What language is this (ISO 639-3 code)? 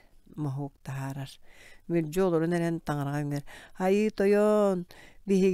sah